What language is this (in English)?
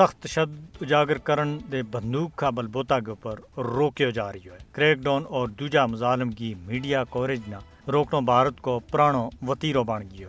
Gujari